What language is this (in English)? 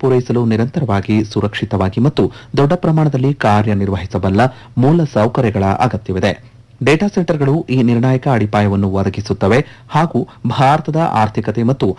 Kannada